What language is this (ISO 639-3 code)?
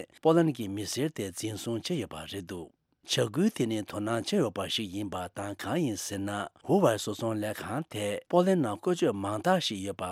bod